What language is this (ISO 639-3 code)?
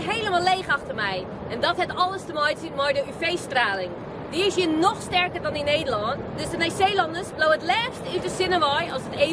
fry